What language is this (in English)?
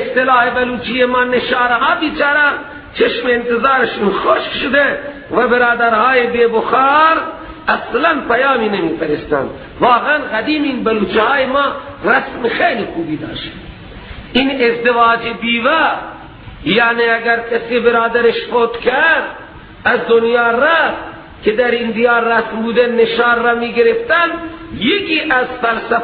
Persian